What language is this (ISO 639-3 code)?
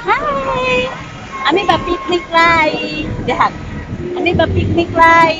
tet